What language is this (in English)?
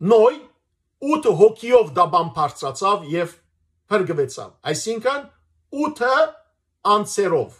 Western Armenian